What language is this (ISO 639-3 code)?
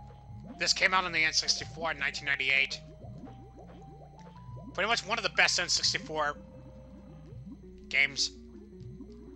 eng